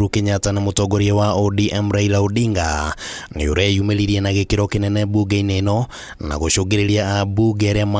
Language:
Kikuyu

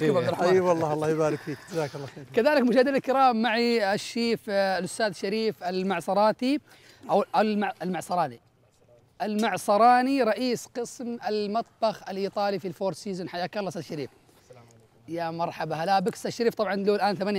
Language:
Arabic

